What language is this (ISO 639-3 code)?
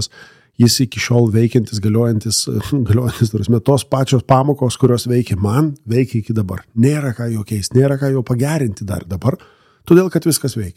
lit